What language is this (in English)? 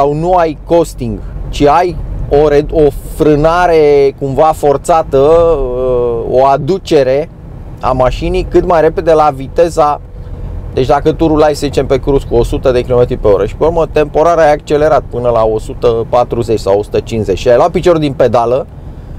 Romanian